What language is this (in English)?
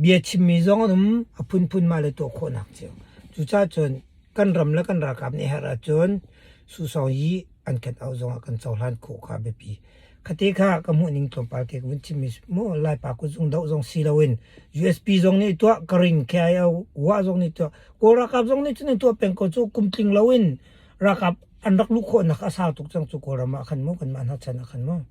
Hakha Chin